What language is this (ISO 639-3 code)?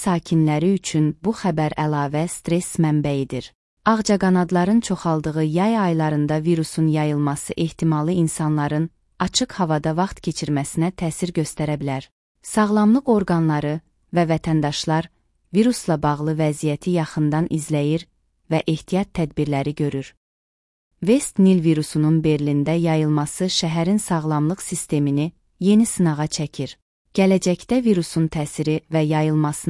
aze